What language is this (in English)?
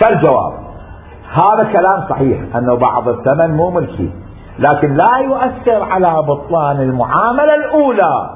Mesopotamian Arabic